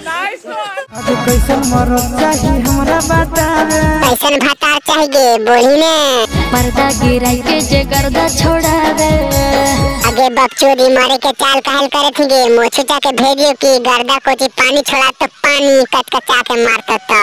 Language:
Magahi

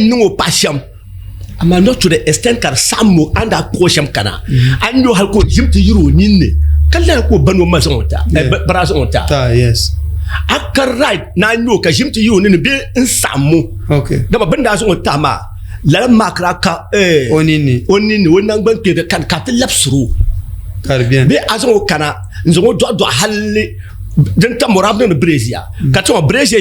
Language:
Dagbani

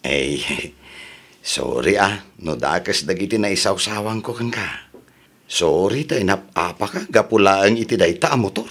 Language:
Iloko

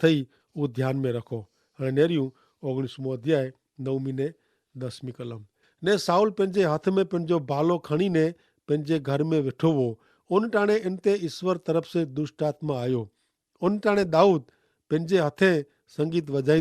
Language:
Kachhi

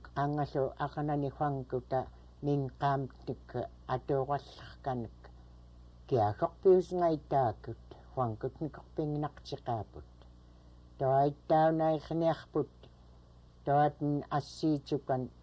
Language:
Central Yupik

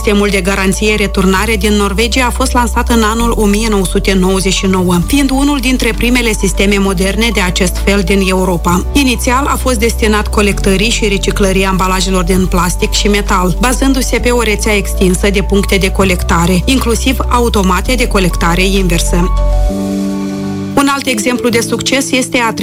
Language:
Romanian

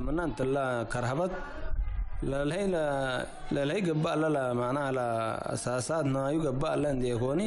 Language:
Tigre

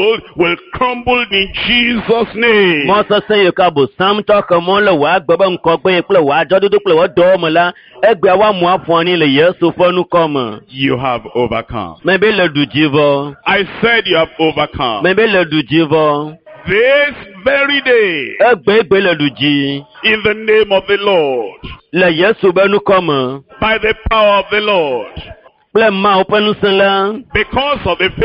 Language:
Ewe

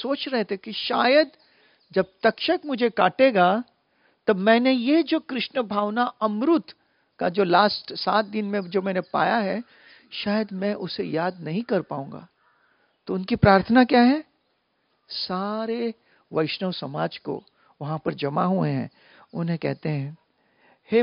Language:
Hindi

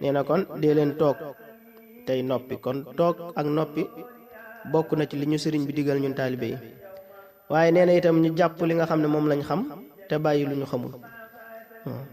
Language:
Wolof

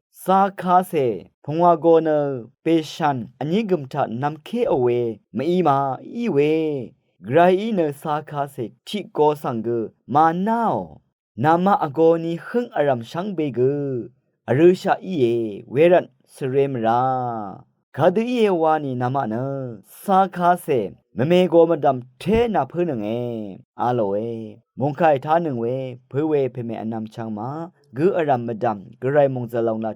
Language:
Rawang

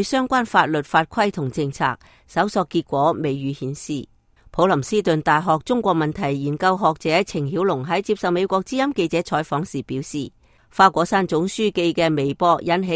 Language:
Cantonese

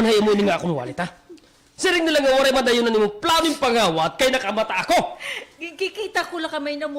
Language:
Waray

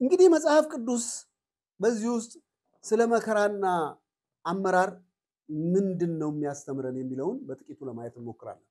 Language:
Amharic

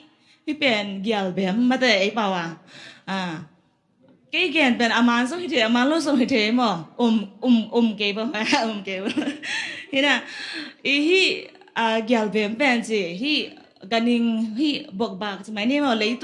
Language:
Tedim Chin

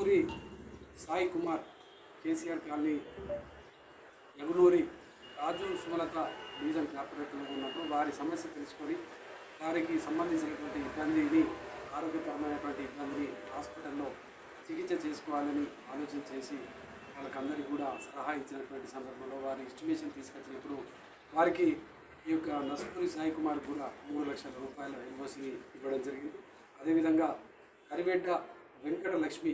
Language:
Telugu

